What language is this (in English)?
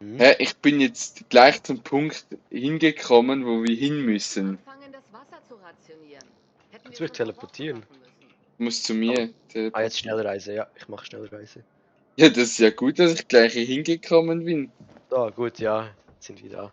Swiss German